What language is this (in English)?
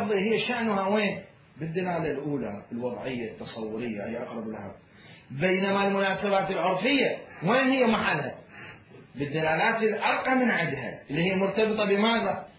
Mesopotamian Arabic